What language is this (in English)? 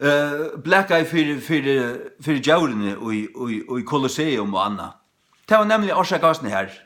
Faroese